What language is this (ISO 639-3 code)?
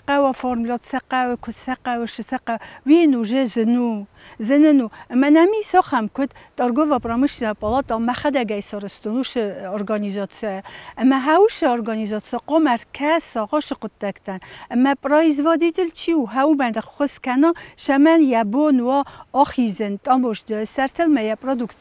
oss